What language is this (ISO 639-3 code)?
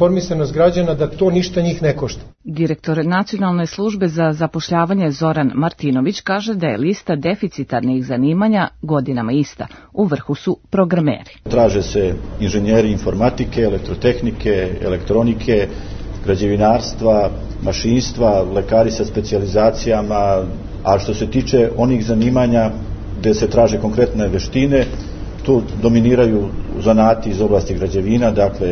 srp